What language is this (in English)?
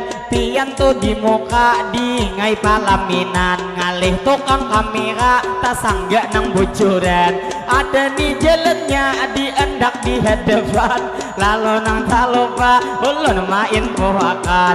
Banjar